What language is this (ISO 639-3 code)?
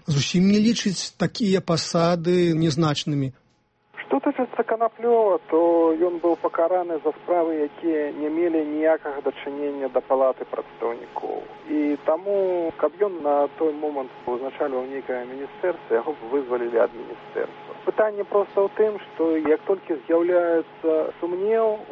bel